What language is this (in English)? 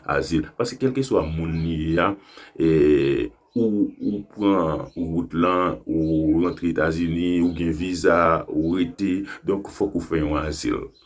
Haitian Creole